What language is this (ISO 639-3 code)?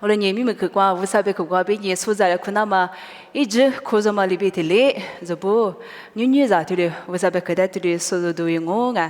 lis